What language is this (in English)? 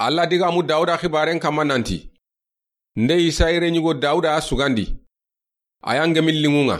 Soninke